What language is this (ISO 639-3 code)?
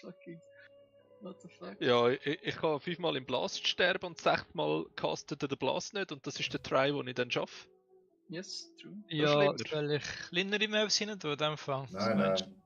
gsw